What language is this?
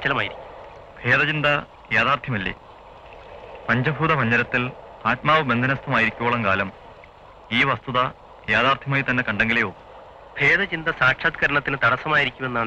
Malayalam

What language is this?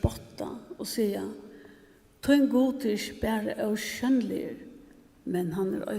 Faroese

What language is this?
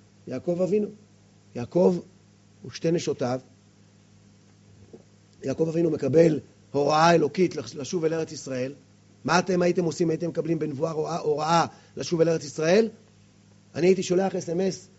Hebrew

